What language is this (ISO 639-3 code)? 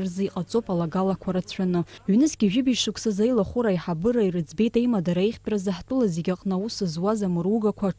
abk